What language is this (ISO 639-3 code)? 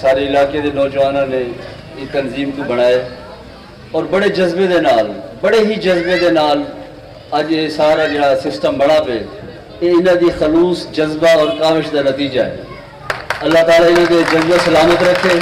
skr